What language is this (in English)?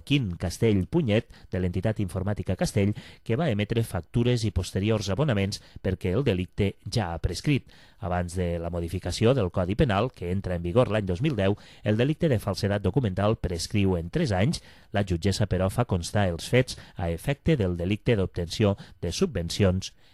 Catalan